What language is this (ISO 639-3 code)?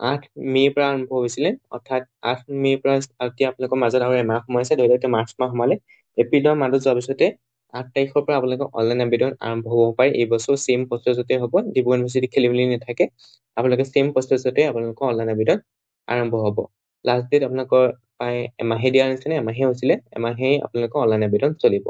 asm